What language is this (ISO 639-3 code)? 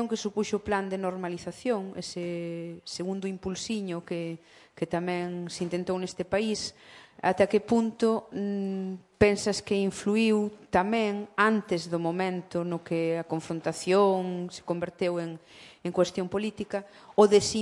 glg